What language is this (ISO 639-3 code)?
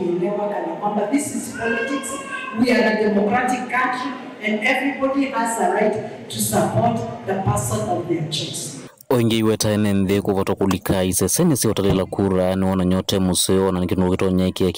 kam